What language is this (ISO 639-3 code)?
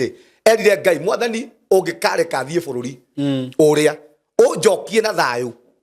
kik